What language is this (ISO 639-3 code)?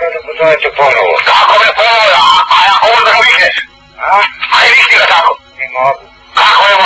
srp